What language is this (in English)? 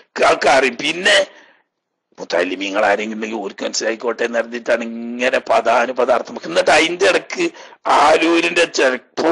Malayalam